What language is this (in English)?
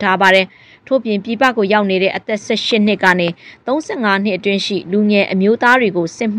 Burmese